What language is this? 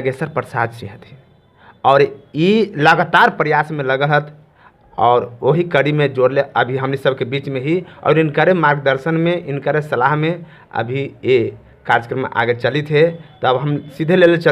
Magahi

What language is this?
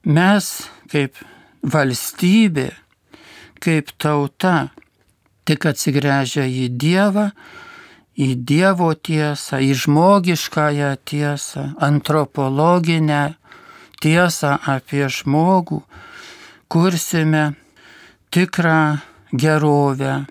Lithuanian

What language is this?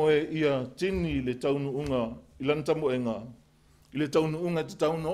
Samoan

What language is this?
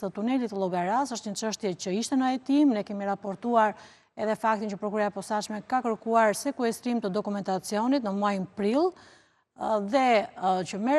Albanian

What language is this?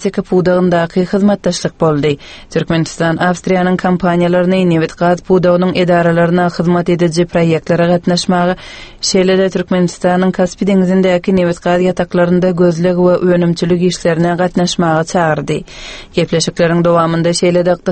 Turkmen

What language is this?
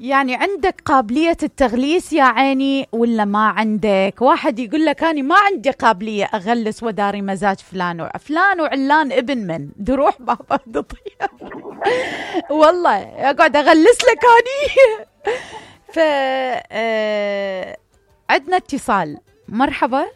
Mesopotamian Arabic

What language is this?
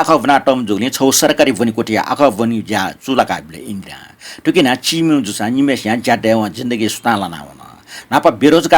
Newari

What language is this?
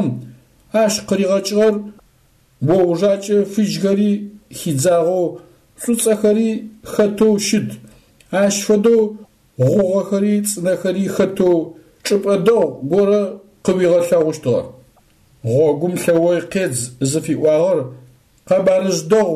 Adyghe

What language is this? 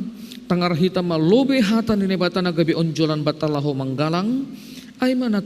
Batak Simalungun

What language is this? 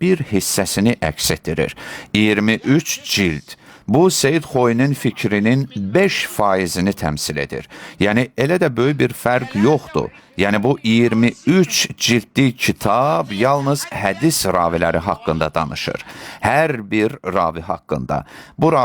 Azerbaijani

